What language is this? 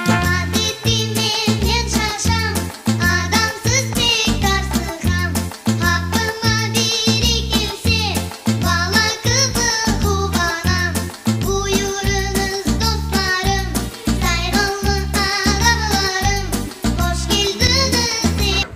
Crimean Tatar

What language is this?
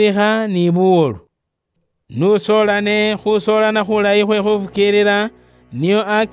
Luyia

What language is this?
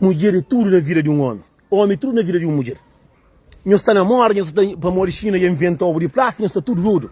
Kabuverdianu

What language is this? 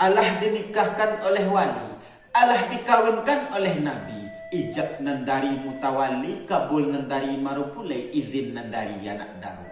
Minangkabau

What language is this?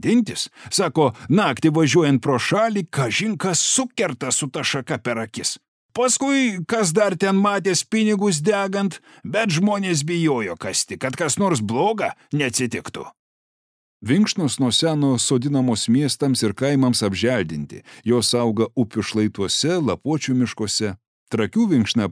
Lithuanian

